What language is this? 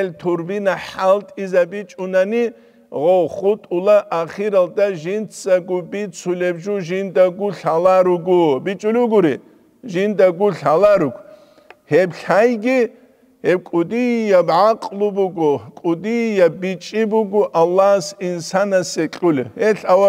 Avaric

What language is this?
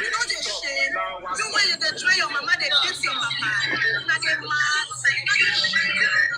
Nigerian Pidgin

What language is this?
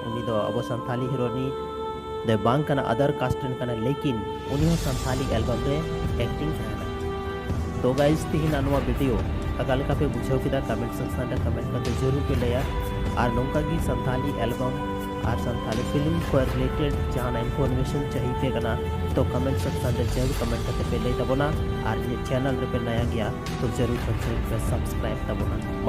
Santali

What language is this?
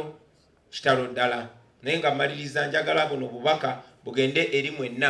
Ganda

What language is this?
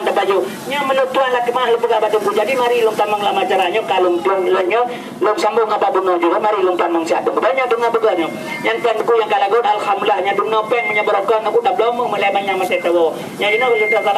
Achinese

